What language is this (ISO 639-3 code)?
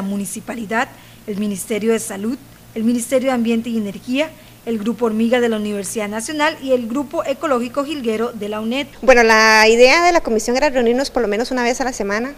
spa